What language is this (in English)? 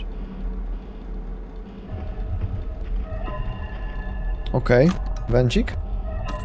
Polish